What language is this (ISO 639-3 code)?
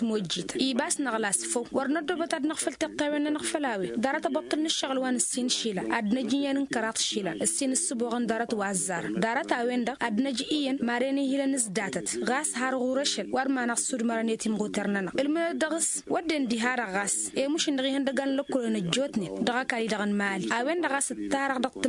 taq